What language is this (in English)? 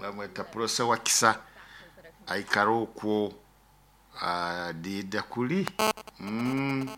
Nyoro